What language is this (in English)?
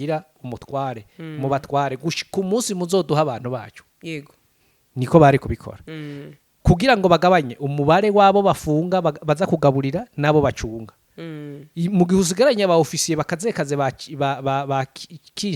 Rundi